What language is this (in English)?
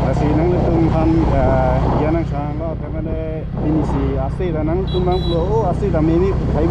Karbi